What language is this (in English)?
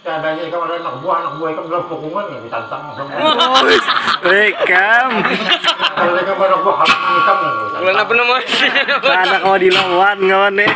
Banjar